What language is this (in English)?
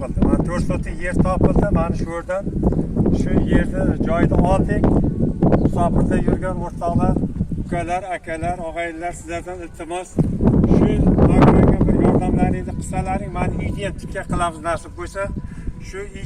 Uzbek